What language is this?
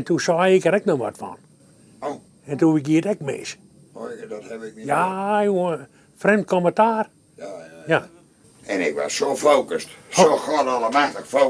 Western Frisian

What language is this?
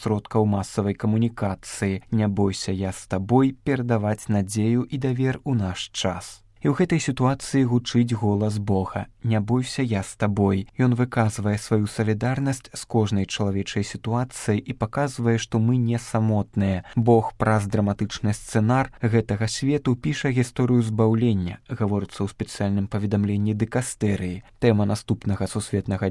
Belarusian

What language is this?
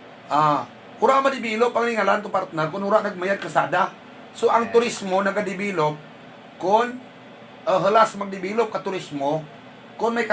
Hiligaynon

